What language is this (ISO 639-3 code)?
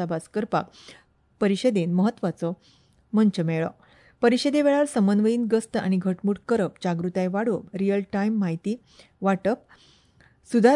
kok